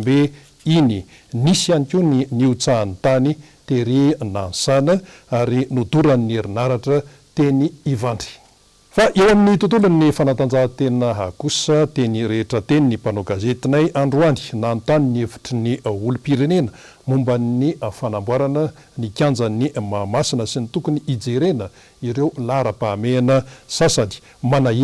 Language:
Malagasy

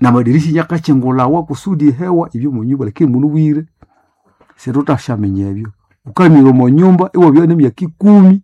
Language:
Nande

